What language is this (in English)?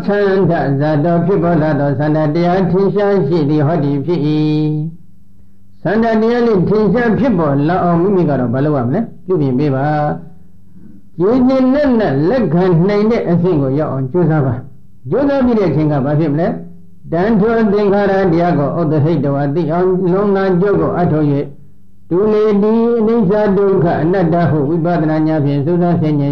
Burmese